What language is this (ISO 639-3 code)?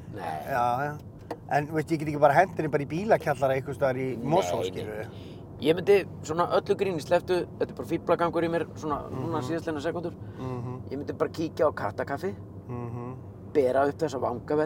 isl